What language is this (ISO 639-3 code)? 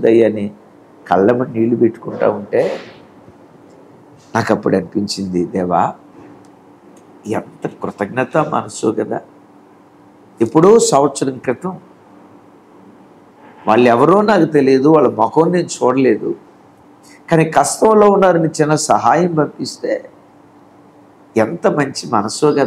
tel